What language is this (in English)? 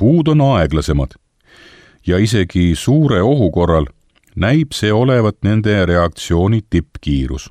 Estonian